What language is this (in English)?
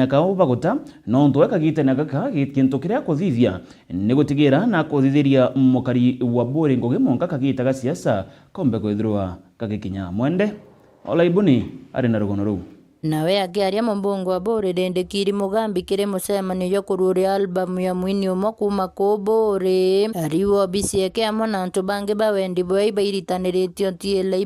Meru